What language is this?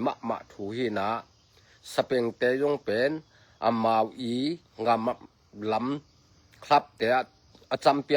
Tedim Chin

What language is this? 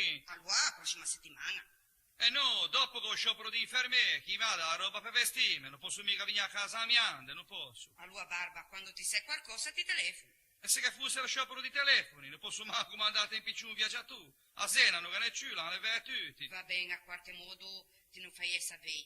Ligurian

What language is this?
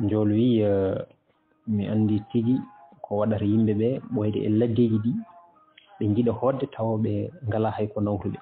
Fula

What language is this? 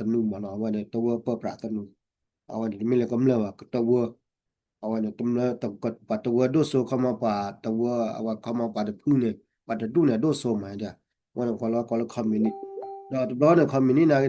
S'gaw Karen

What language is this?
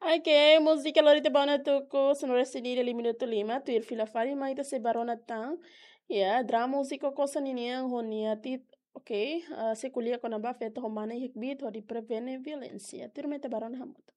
Tetum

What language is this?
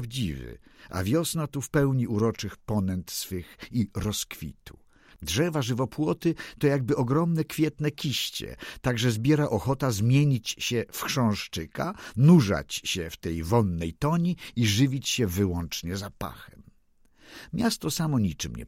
Polish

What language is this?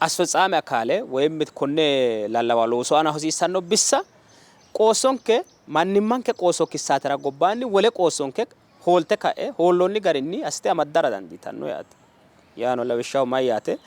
Sidamo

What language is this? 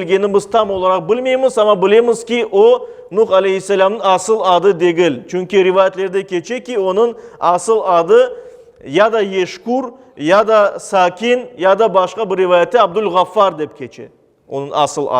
Crimean Tatar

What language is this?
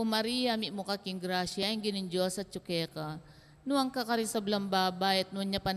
Pampanga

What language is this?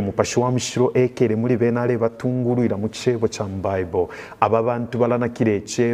Bemba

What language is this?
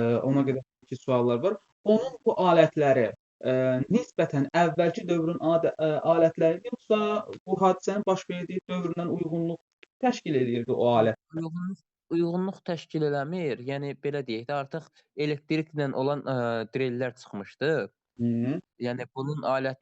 Azerbaijani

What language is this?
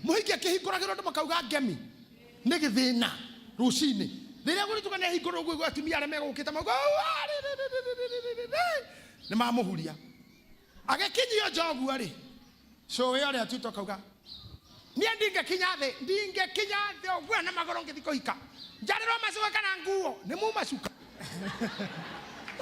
Kikuyu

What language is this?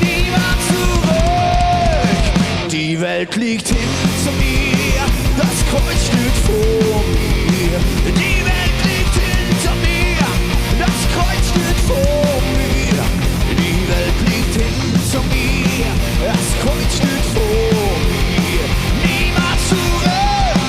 Swiss German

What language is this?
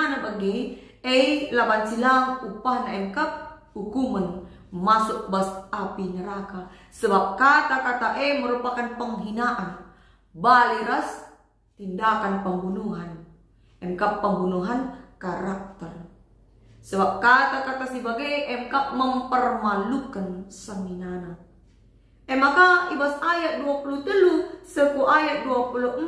Batak Karo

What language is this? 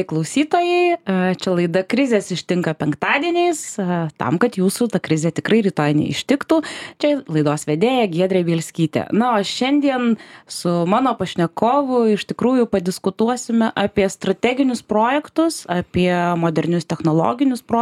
Lithuanian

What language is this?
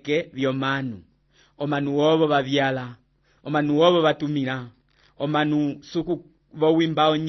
Umbundu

